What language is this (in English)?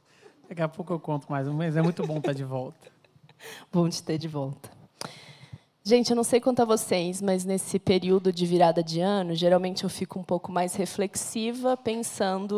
Portuguese